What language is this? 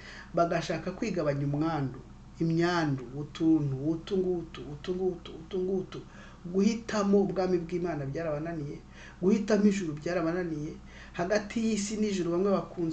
Kinyarwanda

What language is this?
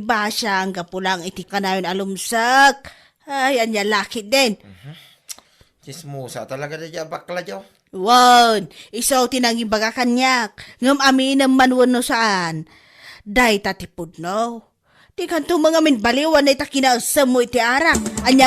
Iloko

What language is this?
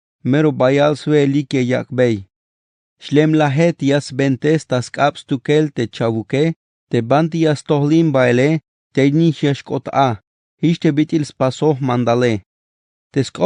Tzeltal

